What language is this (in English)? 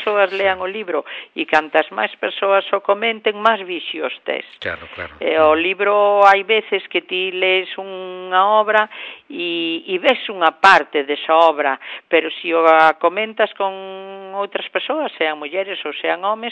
Galician